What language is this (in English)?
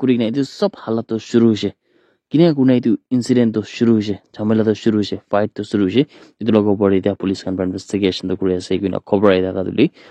Naga Pidgin